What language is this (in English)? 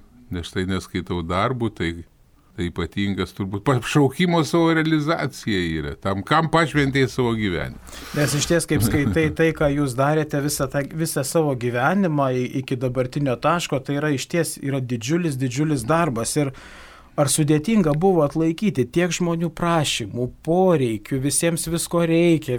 Lithuanian